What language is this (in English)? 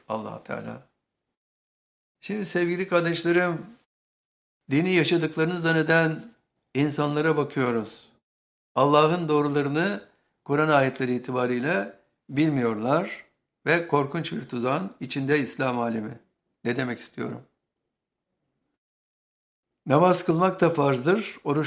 Turkish